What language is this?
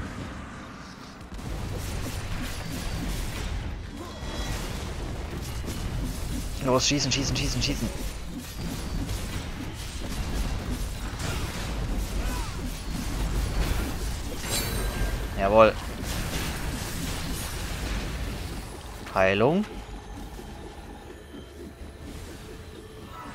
German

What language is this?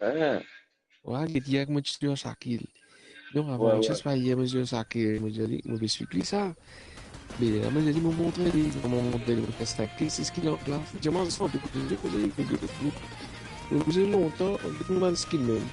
Morisyen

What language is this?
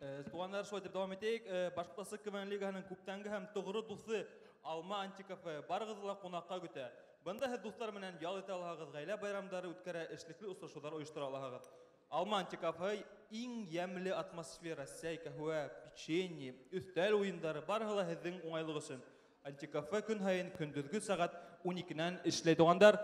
Bashkir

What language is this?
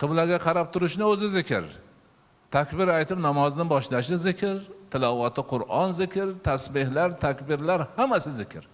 Uzbek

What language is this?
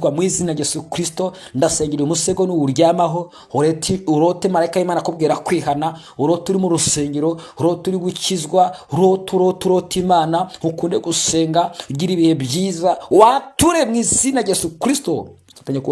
Kinyarwanda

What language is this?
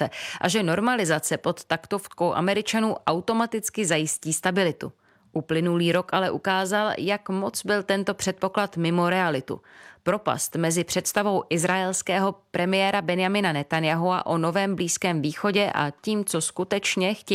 Czech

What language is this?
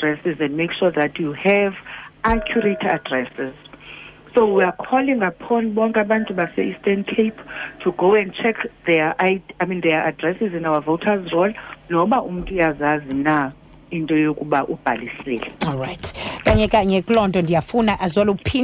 Xhosa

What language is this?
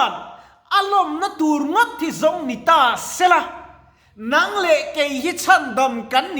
Mizo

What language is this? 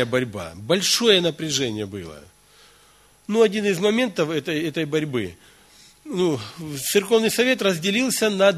Russian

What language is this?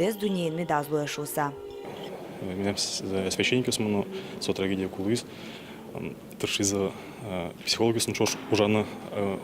Udmurt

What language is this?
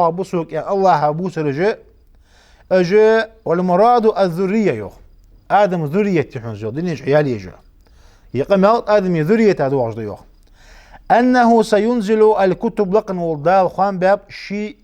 Ingush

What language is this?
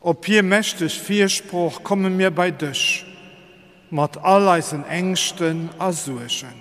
Luxembourgish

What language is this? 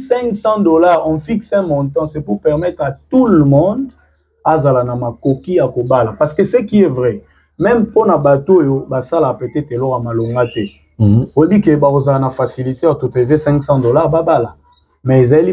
Lingala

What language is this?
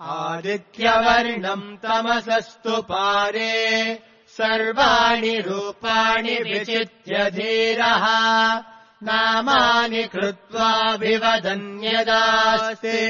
Sanskrit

